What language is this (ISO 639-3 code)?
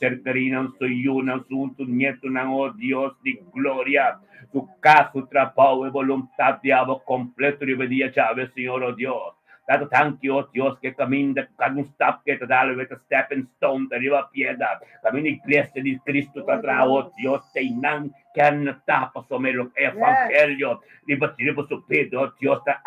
pap